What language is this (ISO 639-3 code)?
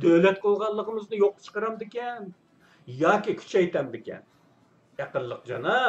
uig